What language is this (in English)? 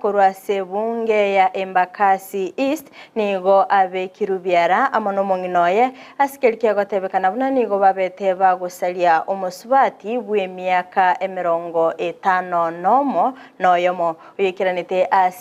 Gusii